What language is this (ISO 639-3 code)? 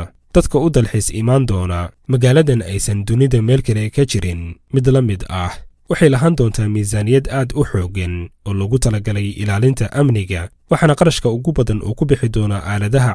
som